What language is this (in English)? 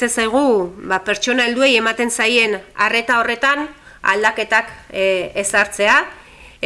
Basque